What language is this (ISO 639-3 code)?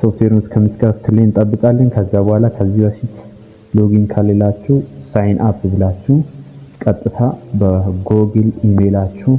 amh